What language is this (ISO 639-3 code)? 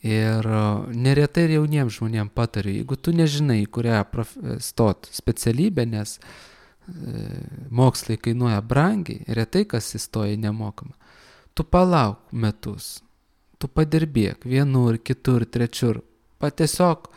lit